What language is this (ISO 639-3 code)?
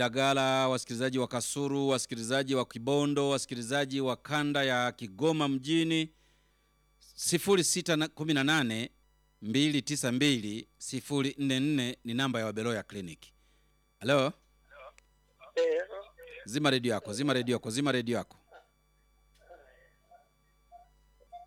swa